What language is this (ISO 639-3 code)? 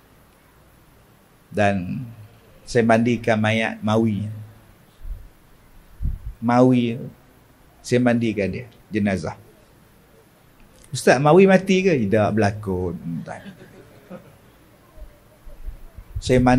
msa